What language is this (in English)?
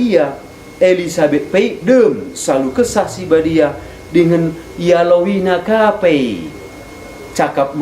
Batak Karo